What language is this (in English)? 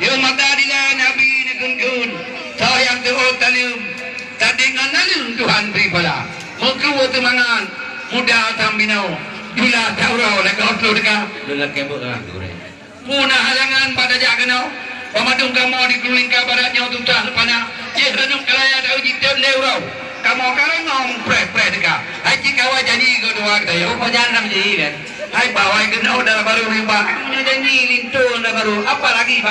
Achinese